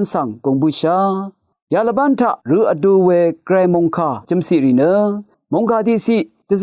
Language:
Rawang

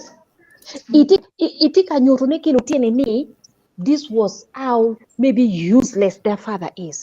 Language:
Acoli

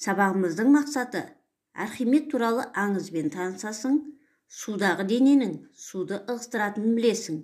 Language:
Kazakh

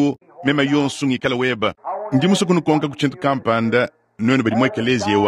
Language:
Luba-Lulua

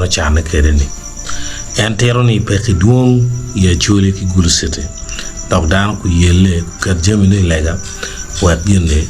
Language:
Acoli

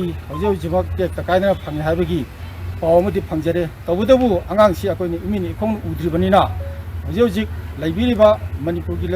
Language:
Manipuri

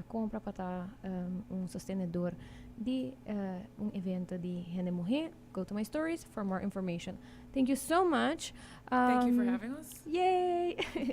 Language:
Papiamento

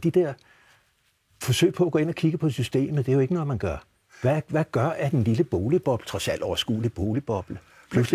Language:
Danish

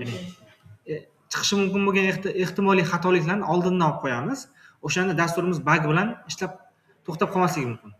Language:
Uzbek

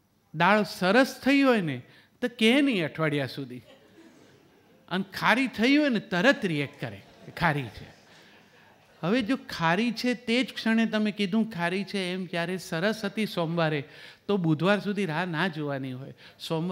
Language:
Gujarati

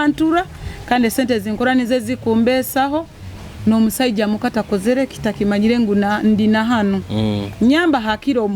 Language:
Nyoro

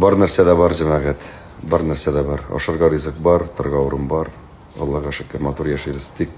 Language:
Tatar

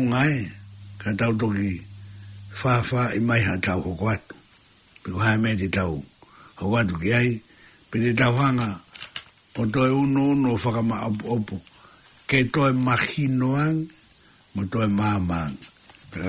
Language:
Tongan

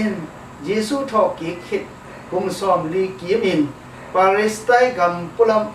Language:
Tedim Chin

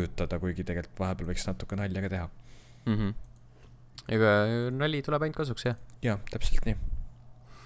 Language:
Estonian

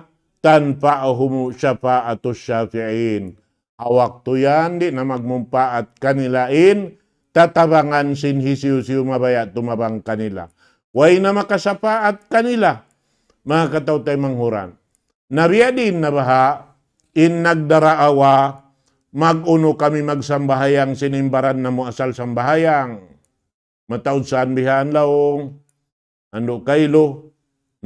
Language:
Tausug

